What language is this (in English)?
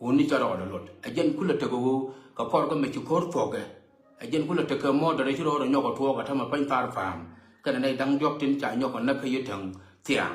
Nuer